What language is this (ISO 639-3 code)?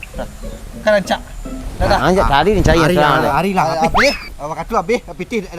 min